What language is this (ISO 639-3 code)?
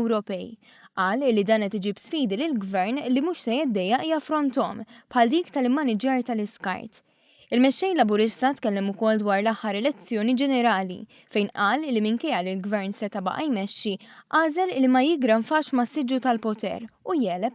mlt